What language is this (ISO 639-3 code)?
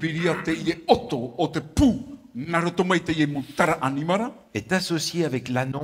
tah